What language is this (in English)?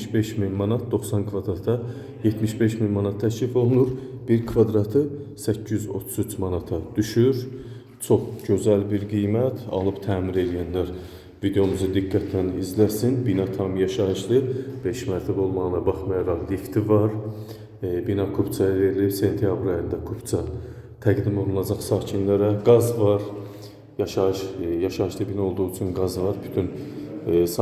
Azerbaijani